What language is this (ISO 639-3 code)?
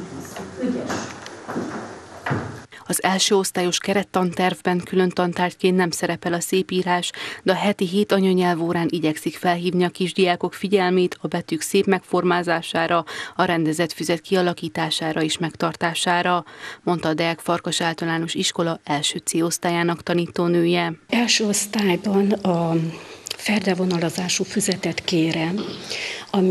hun